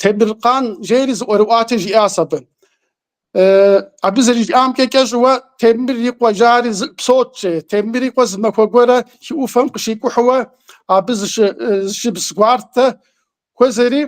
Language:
Kabardian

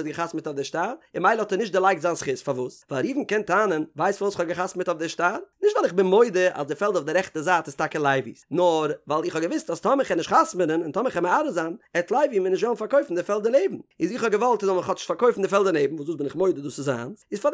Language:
Yiddish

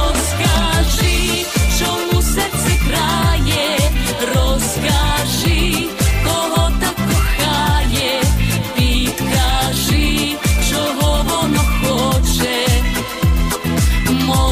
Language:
Ukrainian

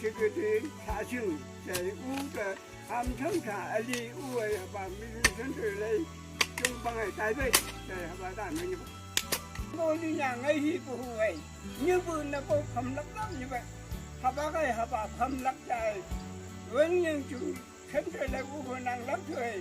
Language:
Phom Naga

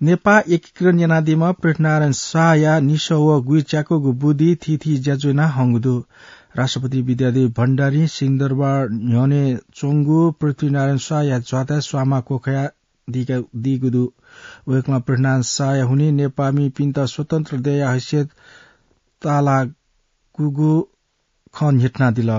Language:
Newari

